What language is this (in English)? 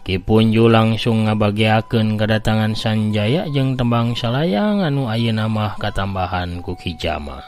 Sundanese